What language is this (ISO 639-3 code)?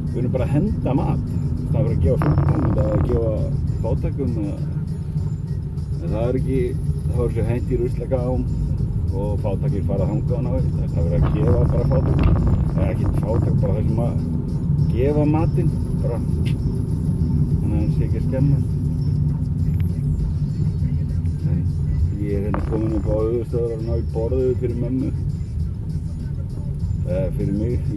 isl